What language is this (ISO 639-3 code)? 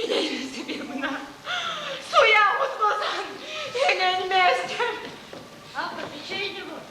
chv